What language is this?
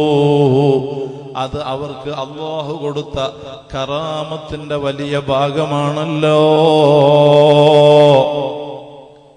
Malayalam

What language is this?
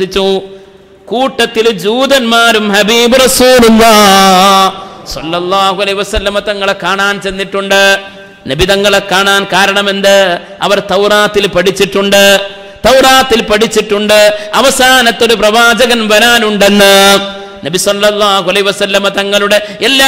Malayalam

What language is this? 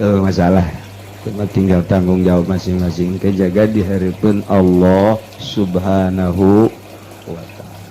Sundanese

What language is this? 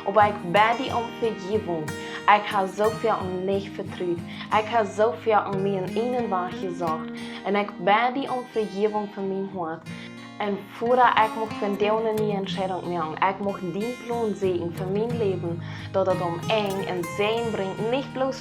Plautdietsch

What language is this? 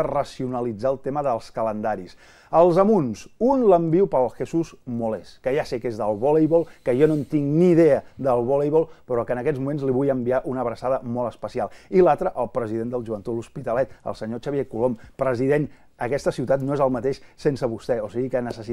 Catalan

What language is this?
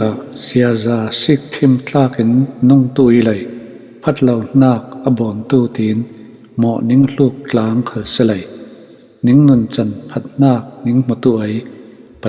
Falam Chin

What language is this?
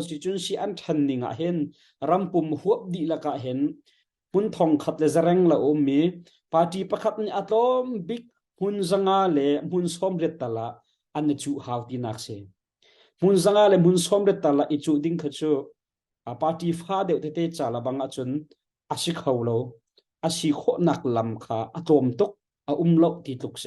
Hakha Chin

